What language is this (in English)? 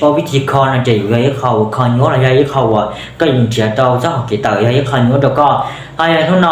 Hmong